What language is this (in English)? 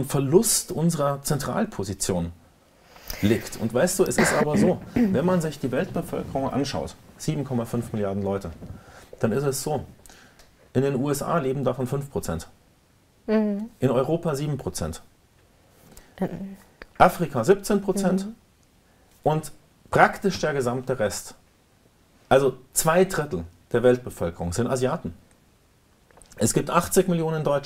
German